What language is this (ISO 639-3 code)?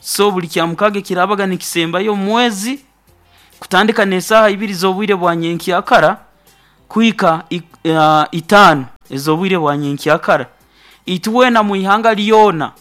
nyo